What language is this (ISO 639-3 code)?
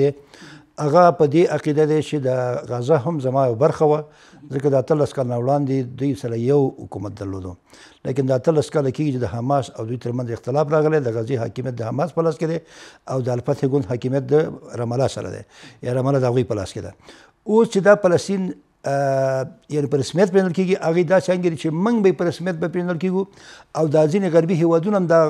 pus